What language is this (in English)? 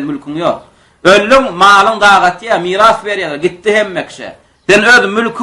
Turkmen